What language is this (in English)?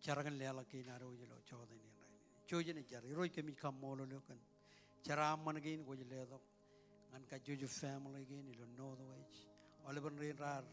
Marshallese